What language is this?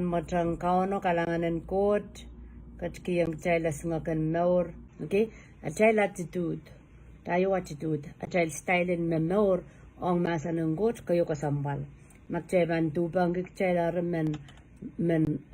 Pohnpeian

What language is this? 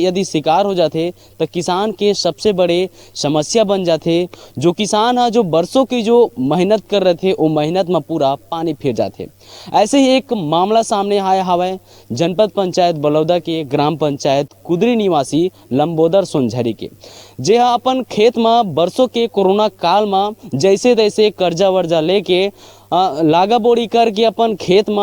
Chhattisgarhi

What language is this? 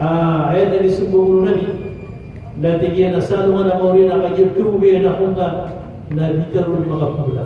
Maranao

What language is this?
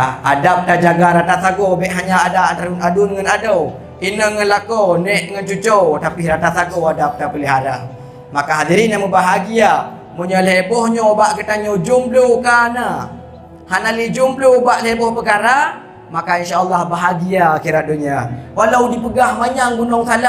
Achinese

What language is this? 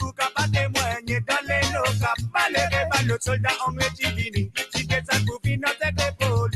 Morisyen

